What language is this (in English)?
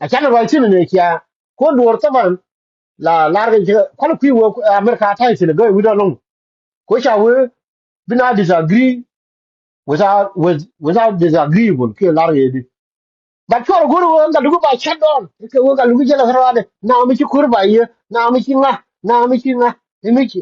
Nuer